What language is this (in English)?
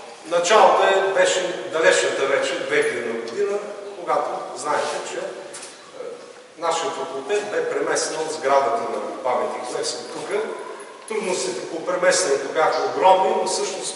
Bulgarian